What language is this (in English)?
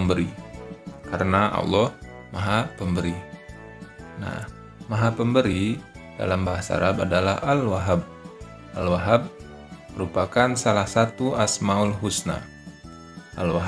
Indonesian